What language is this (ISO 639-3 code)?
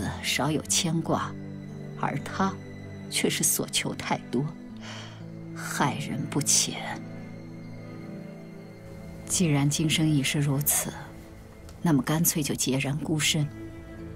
zho